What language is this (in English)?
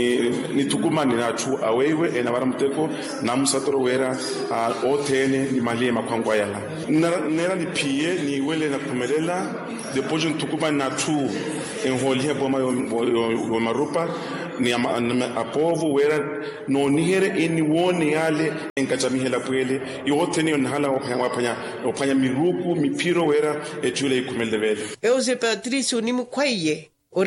Makhuwa